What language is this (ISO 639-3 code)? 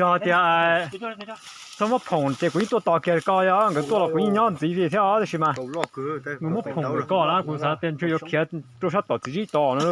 hmn